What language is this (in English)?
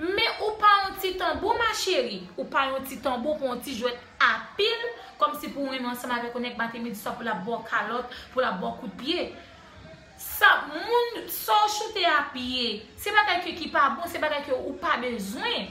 Haitian Creole